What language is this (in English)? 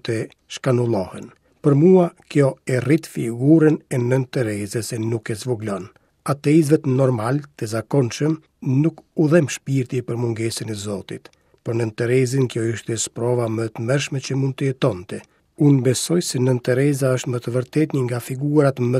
Albanian